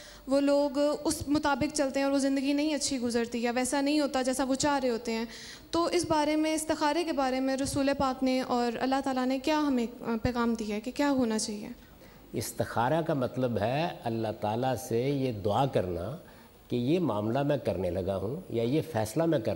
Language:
Urdu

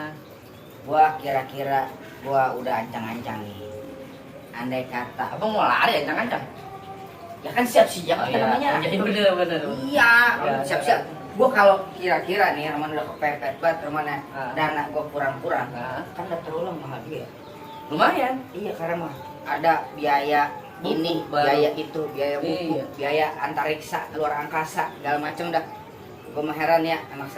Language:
Betawi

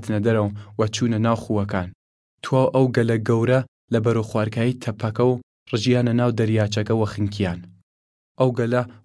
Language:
Southern Kurdish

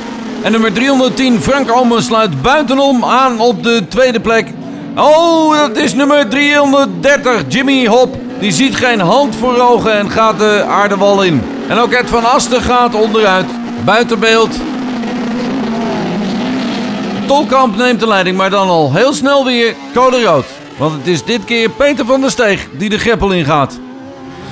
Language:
Dutch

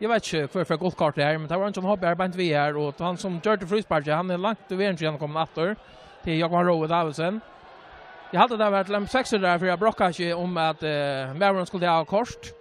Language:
Faroese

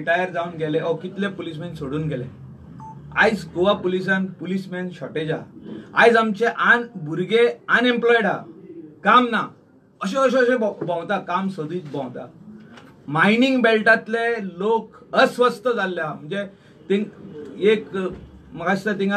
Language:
Konkani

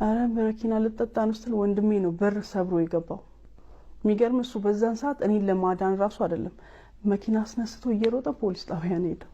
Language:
Amharic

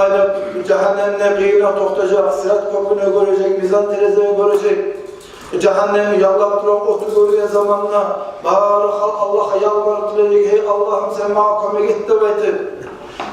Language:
Kumyk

